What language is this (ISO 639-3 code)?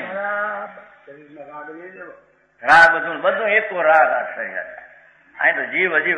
guj